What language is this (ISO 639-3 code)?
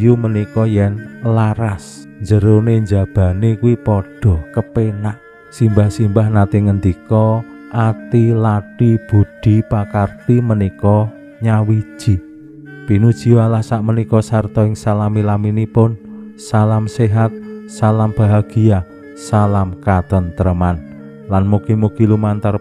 jav